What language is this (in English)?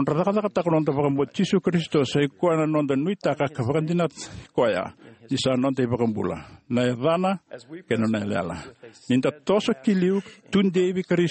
Fijian